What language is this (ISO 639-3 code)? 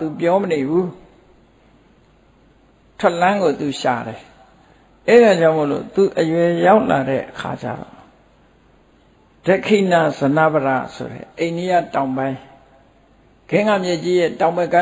mya